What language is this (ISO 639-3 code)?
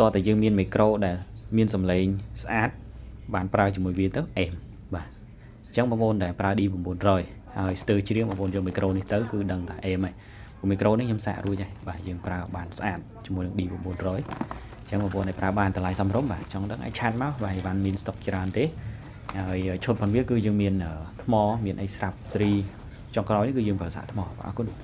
khm